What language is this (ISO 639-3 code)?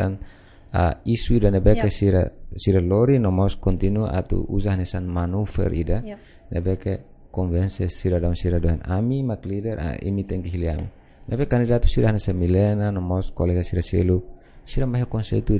tet